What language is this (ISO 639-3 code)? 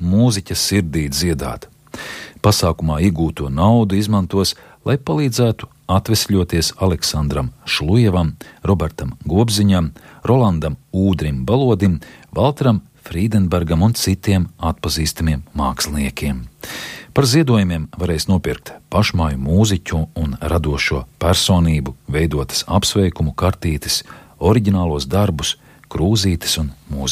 lav